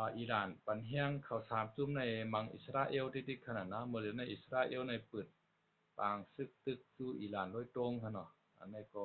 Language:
Shan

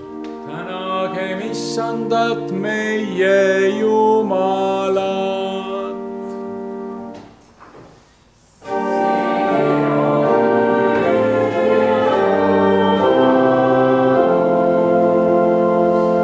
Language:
Estonian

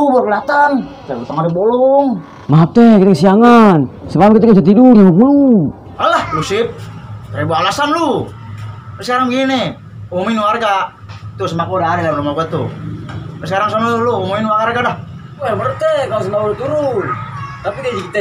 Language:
Betawi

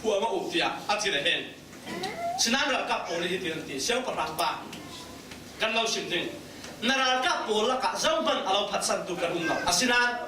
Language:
Falam Chin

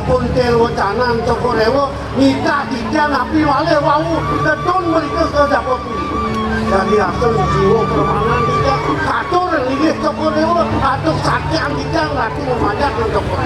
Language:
Balinese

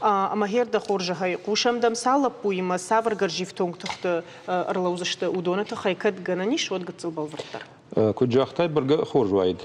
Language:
Ossetic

